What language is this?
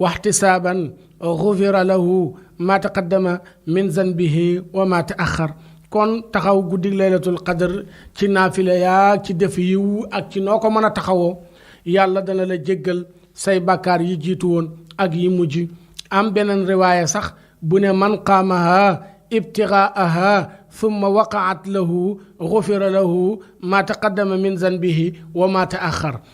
Wolof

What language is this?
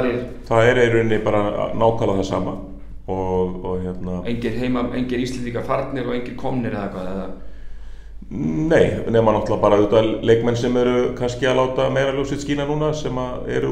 Icelandic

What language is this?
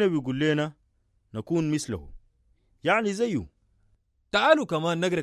Sudanese Arabic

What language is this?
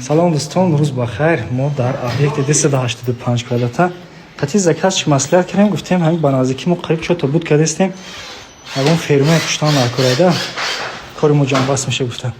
Tajik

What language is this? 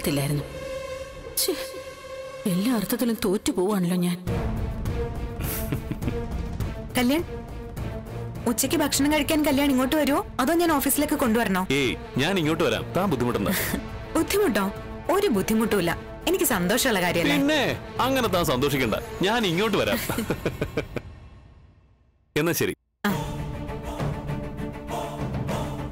Malayalam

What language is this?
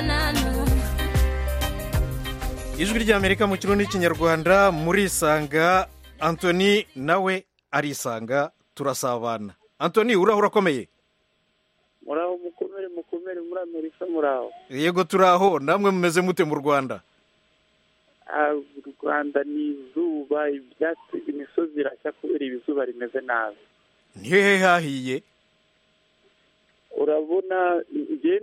Kinyarwanda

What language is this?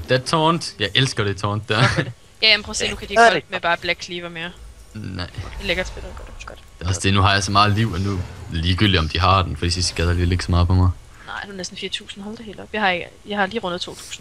Danish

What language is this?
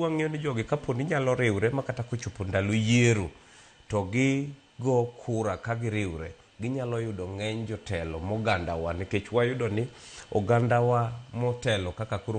Luo (Kenya and Tanzania)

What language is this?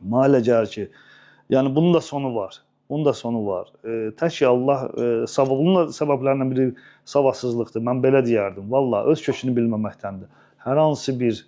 Azerbaijani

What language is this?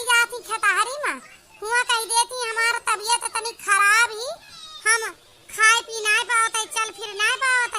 Awadhi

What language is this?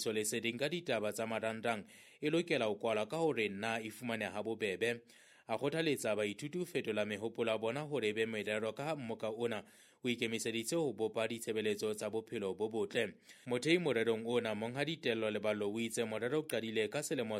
Southern Sotho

